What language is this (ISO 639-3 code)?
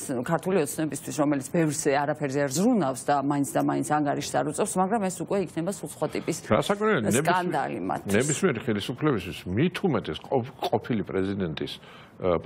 kat